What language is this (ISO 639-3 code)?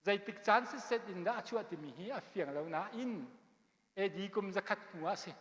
cnh